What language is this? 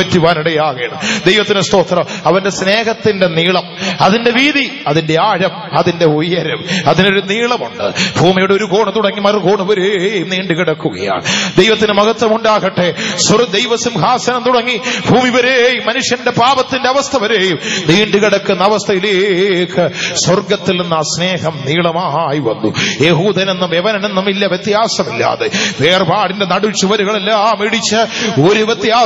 Malayalam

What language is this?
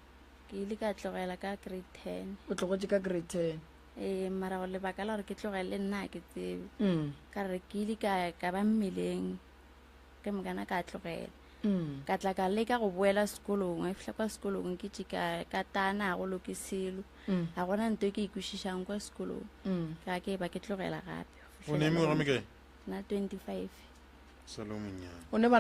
Northern Sotho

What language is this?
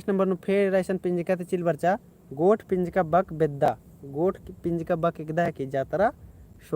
Kurukh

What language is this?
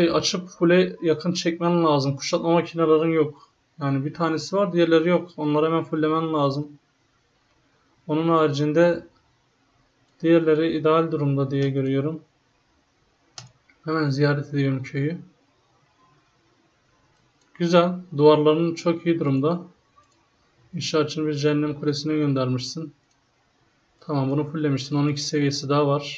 Turkish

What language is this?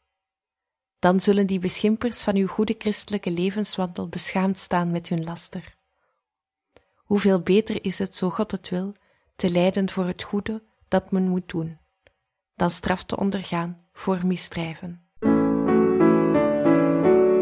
Dutch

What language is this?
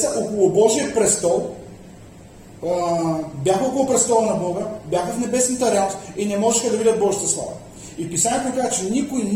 Bulgarian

